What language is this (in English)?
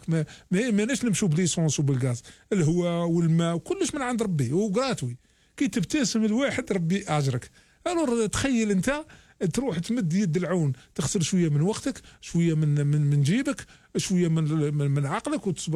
Algerian Arabic